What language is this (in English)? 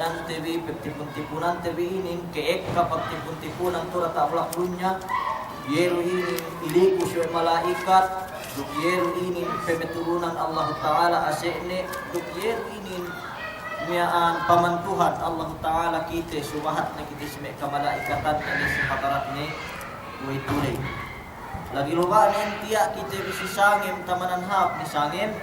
Yakan